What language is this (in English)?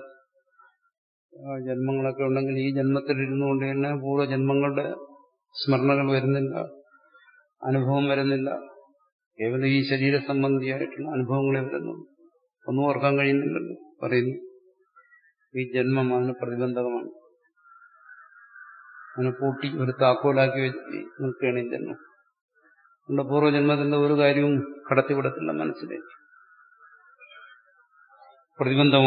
Malayalam